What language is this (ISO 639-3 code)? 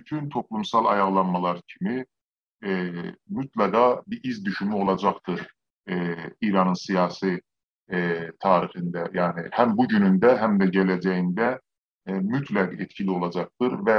azb